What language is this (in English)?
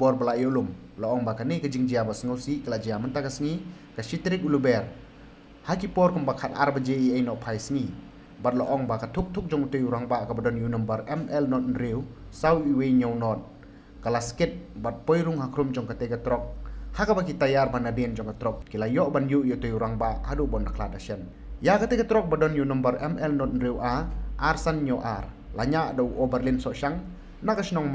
Khasi